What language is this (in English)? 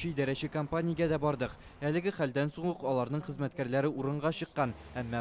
Tatar